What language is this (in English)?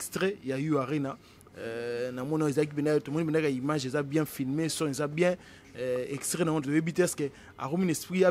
Lingala